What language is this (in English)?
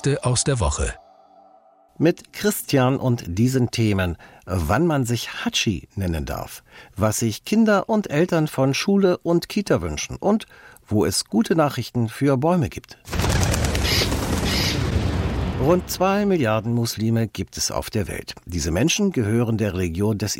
German